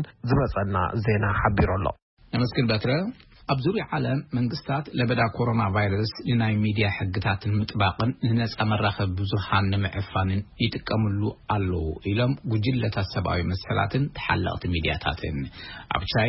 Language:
Tigrinya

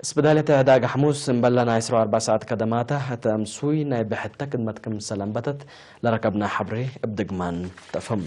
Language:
Tigre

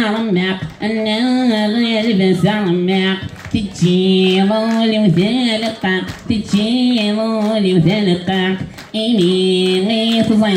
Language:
Kabyle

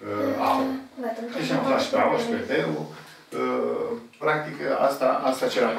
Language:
Romanian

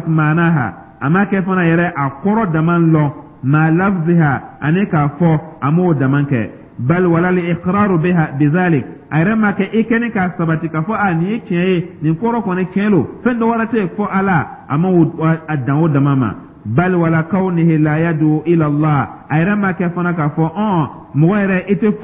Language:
Dyula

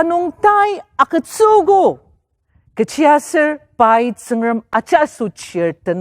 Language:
Ao Naga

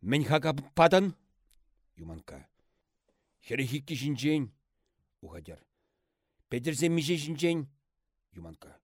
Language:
Chuvash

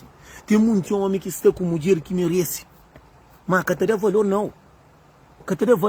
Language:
Kabuverdianu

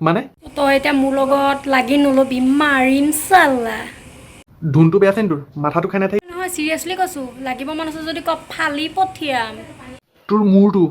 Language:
Assamese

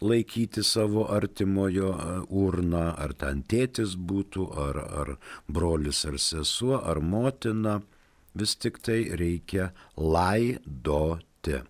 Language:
Lithuanian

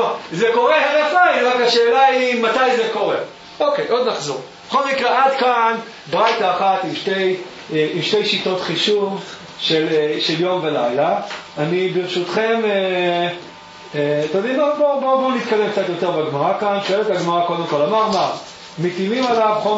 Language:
Hebrew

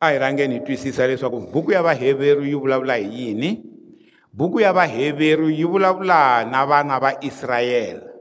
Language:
Tsonga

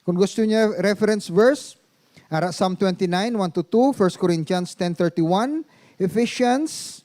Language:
Hiligaynon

